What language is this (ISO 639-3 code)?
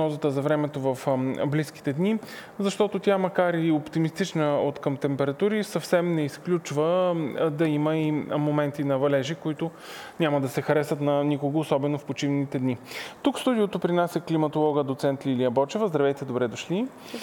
bul